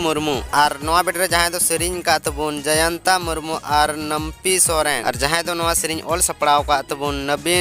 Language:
Santali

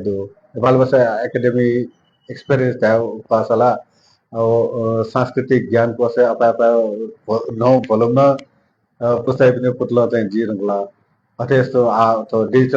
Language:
Newari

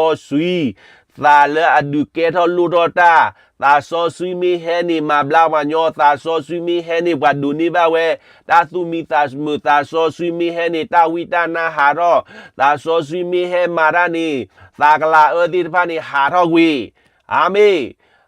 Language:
S'gaw Karen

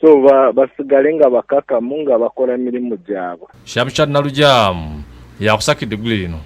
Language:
Ganda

